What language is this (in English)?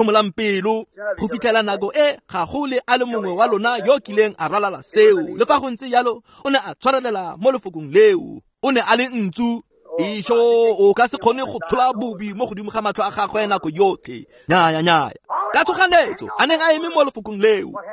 Tswana